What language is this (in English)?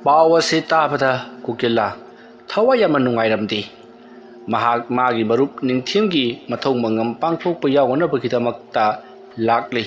Manipuri